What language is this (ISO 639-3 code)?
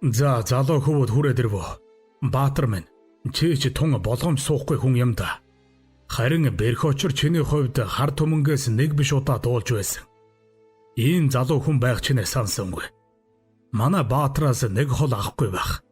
mon